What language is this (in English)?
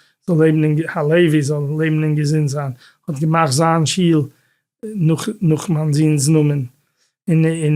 Yiddish